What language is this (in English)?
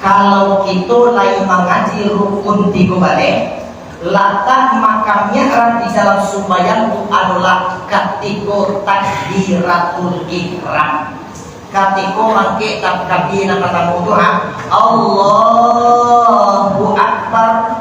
Minangkabau